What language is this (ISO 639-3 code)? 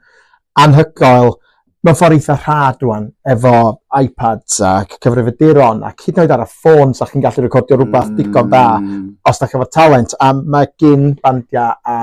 cym